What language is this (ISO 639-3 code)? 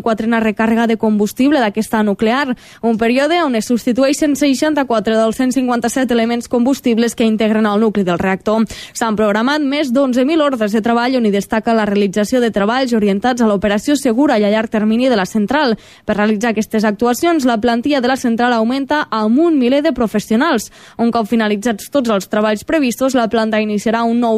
cat